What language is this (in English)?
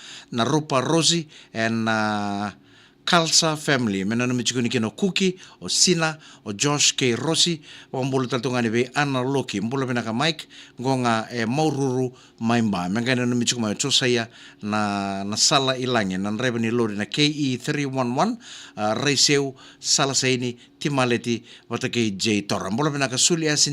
Fijian